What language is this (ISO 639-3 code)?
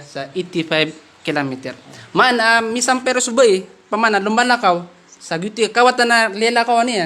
mrw